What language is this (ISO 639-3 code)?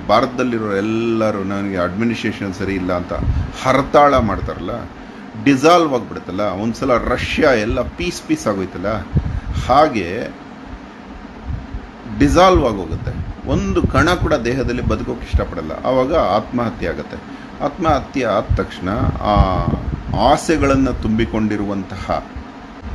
kan